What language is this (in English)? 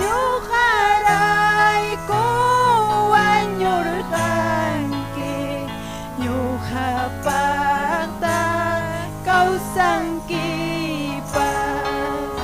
Ayacucho Quechua